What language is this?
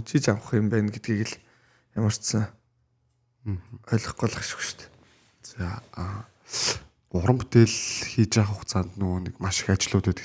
Mongolian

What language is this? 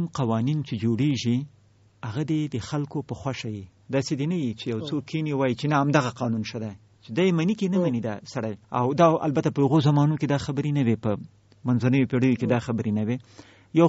Pashto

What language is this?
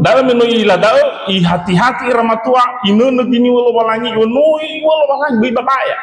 Nias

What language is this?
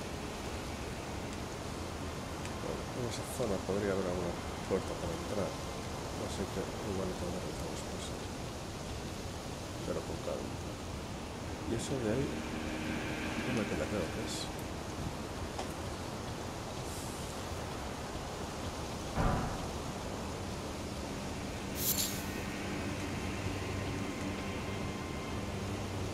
Spanish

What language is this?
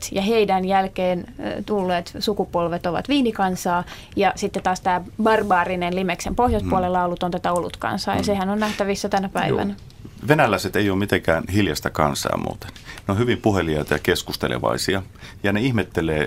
Finnish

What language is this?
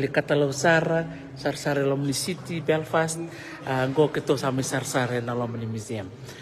Fijian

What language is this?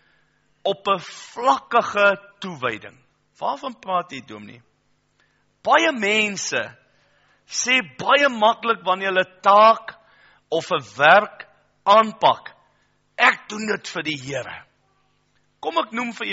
Afrikaans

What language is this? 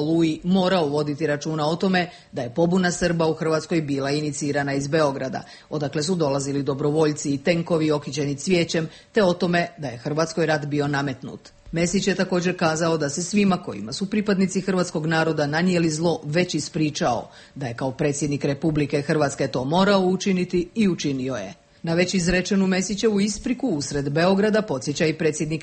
Croatian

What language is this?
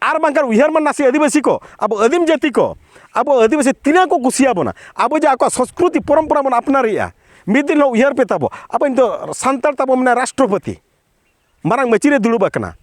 Santali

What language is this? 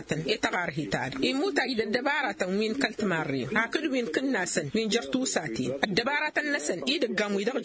Tamasheq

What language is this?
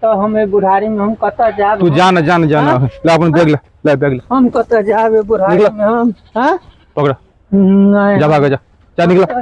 Maithili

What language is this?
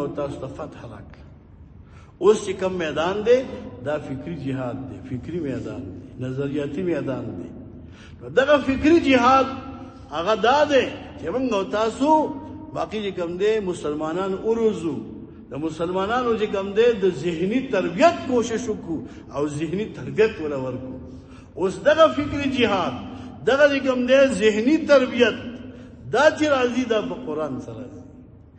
Pashto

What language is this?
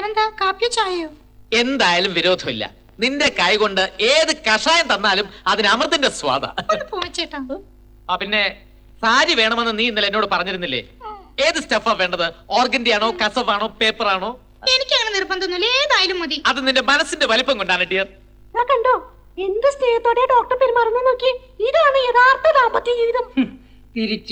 Malayalam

